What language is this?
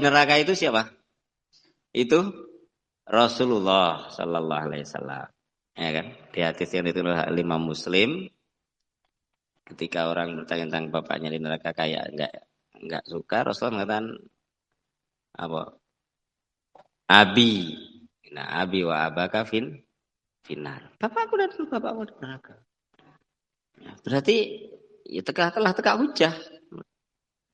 Indonesian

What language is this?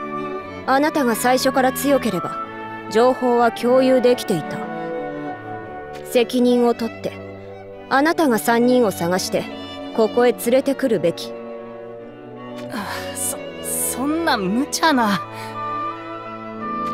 Japanese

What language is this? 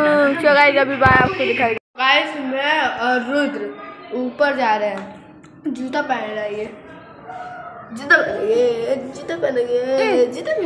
Hindi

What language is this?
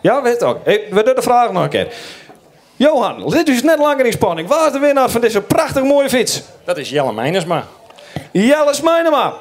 Western Frisian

